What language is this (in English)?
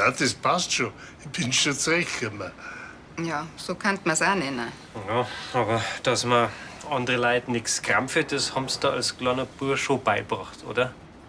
Bavarian